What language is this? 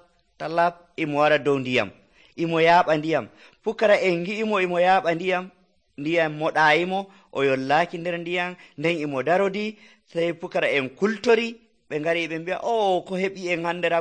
Nigerian Fulfulde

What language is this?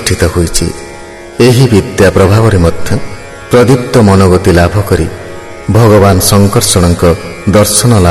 Odia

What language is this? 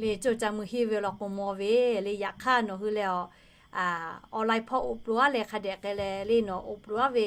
Lahu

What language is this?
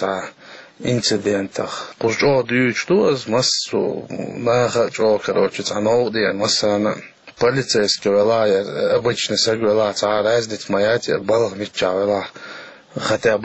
Chechen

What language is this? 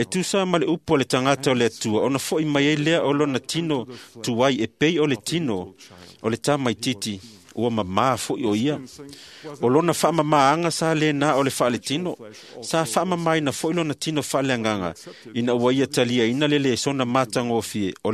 Samoan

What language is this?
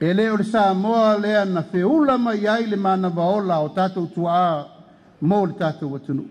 Samoan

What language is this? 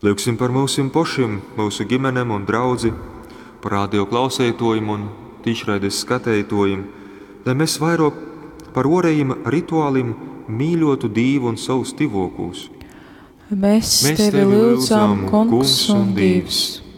Latgalian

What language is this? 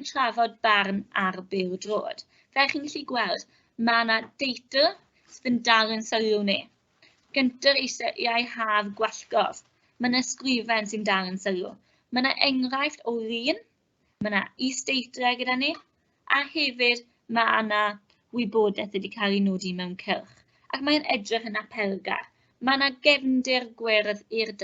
Welsh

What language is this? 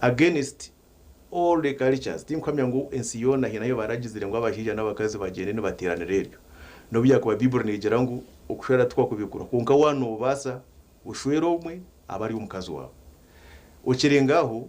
Nyankole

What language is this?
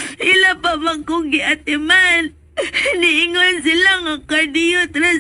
Cebuano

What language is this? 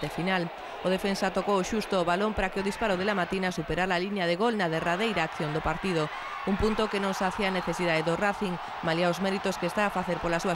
Galician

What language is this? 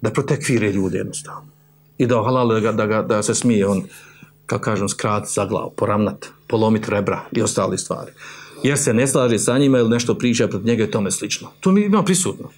Bosnian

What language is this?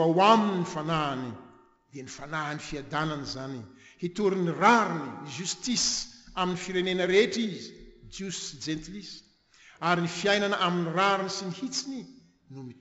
Malagasy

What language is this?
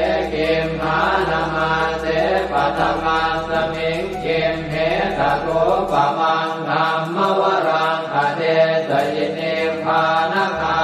Pali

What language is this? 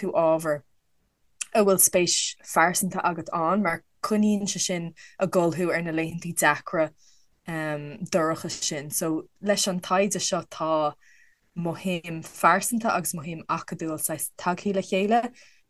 Irish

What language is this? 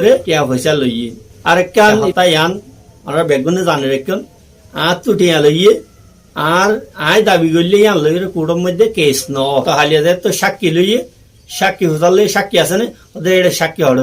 Rohingya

